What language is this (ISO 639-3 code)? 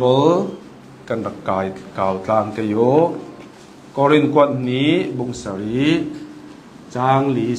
cnh